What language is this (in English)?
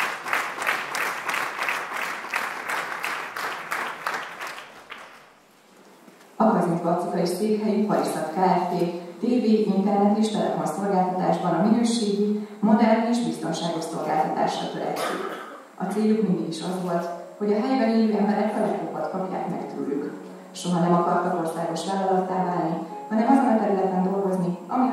Hungarian